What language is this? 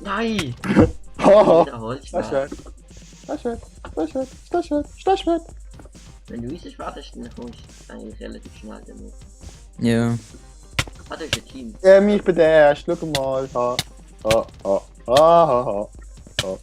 Swiss German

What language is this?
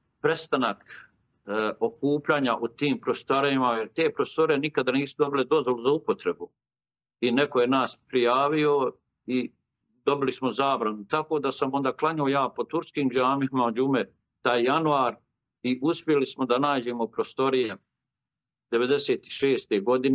Bosnian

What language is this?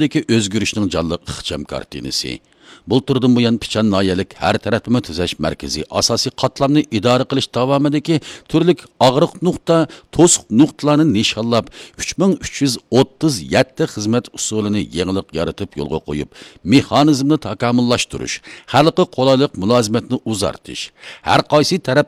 Uyghur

